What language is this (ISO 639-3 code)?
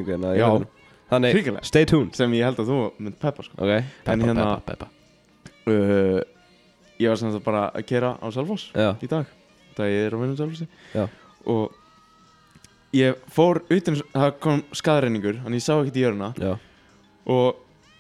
isl